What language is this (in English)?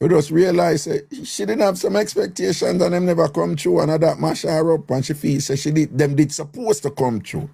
Jamaican Creole English